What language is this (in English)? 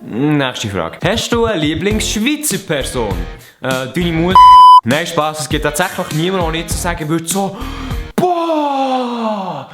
Swiss German